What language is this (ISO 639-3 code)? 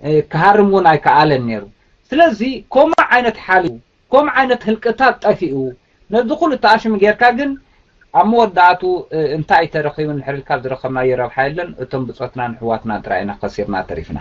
tir